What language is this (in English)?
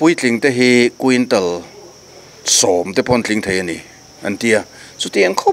Mizo